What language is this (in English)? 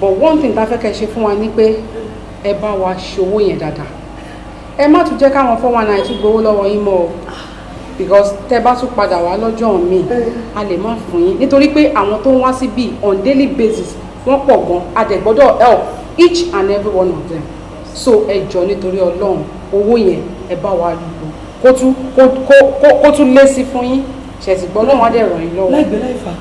Yoruba